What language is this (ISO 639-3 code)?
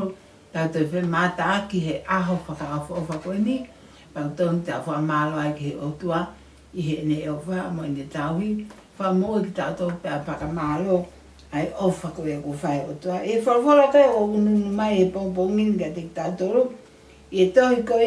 ton